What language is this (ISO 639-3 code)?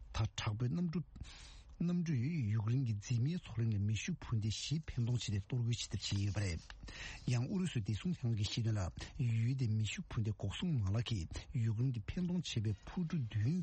bod